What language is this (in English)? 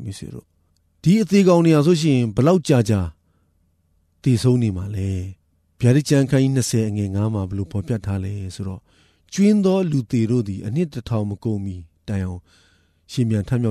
Burmese